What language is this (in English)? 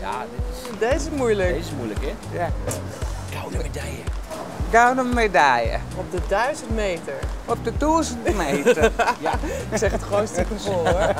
Western Frisian